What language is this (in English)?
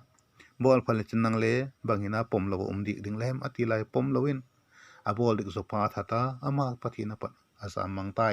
Vaiphei